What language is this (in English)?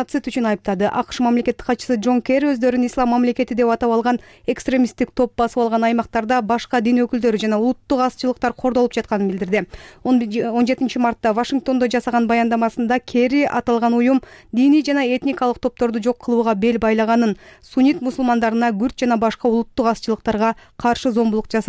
Kyrgyz